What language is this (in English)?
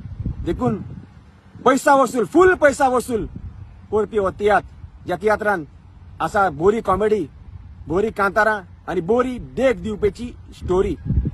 Konkani